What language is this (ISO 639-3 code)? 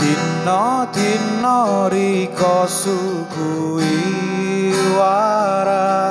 jav